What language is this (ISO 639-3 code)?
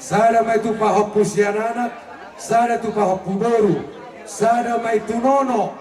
bbc